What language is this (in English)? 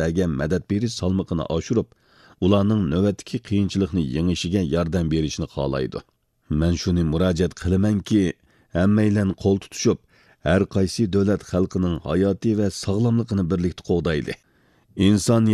Uyghur